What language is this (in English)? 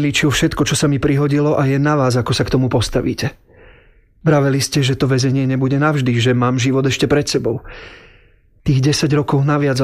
Slovak